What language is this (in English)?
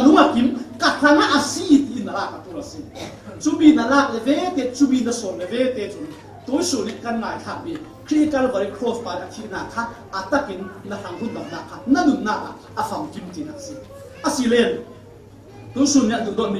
Falam Chin